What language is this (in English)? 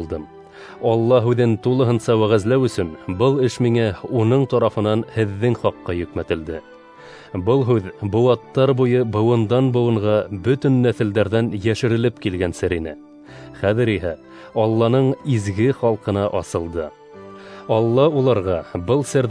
Bashkir